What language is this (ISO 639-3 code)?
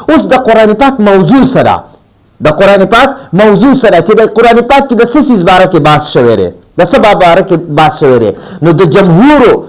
pus